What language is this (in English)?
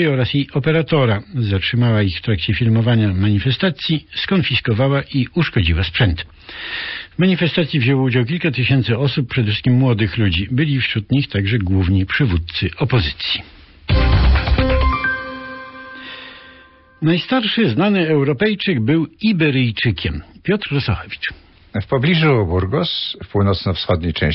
Polish